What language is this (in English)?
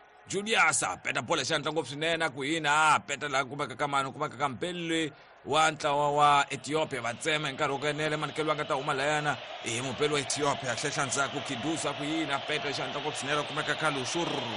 Tsonga